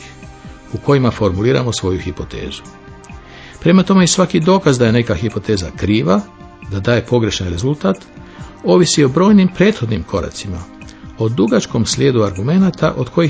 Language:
Croatian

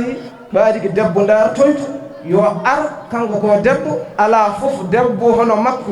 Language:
Fula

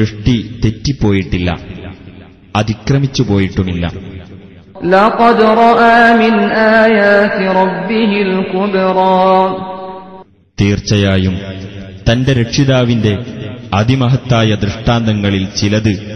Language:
Malayalam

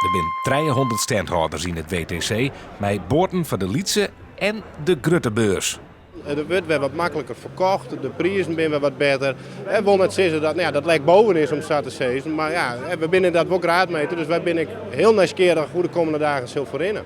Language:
Western Frisian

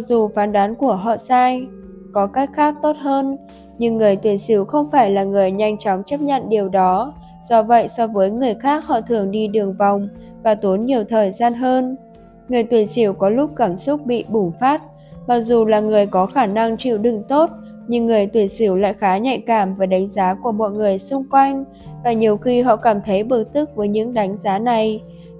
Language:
Vietnamese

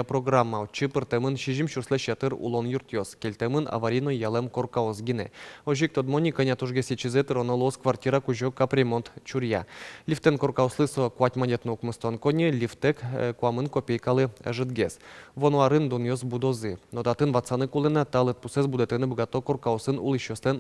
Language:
Udmurt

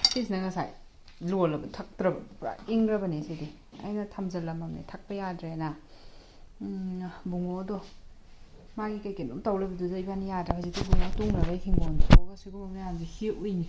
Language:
Manipuri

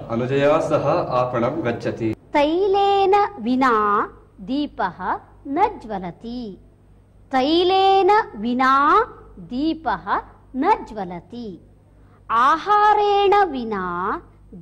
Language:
Sanskrit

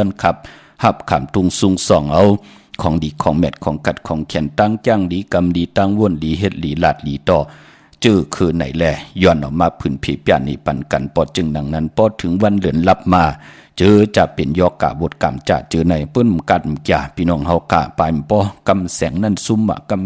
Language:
Shan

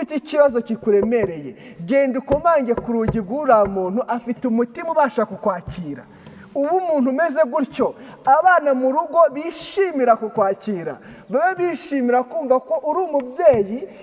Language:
Kinyarwanda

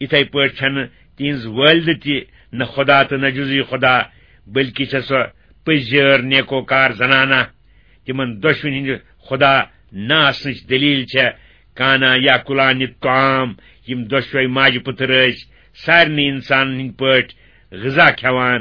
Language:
Kashmiri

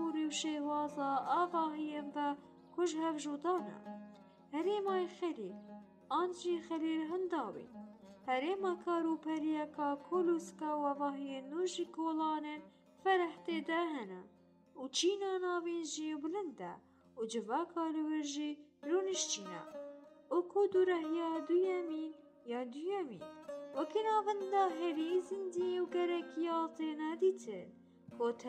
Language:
Kurdish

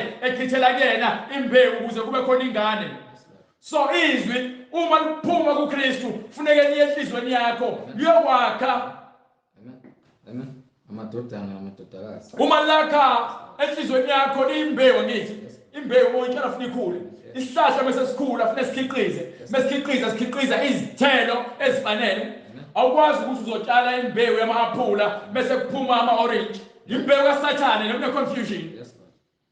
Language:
Zulu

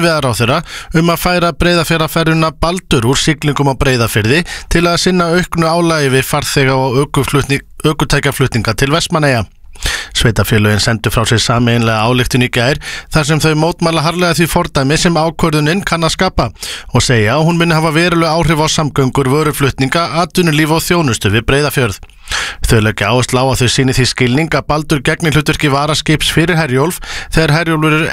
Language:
Icelandic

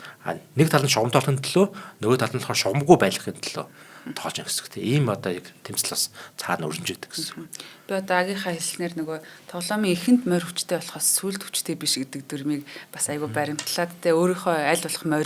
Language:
Mongolian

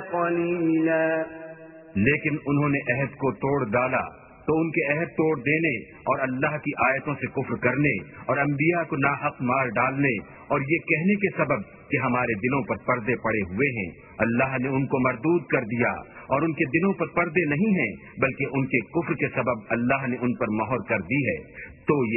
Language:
Urdu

